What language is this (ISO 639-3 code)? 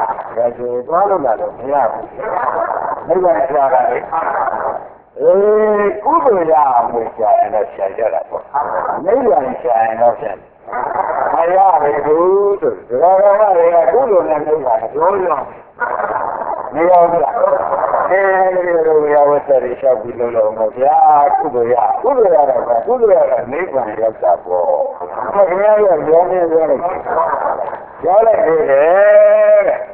mya